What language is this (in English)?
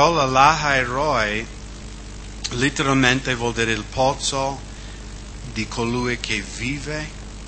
Italian